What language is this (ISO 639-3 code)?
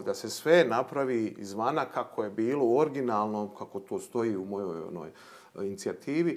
bos